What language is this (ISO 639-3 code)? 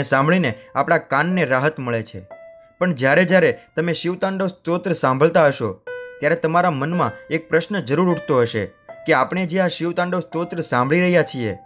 guj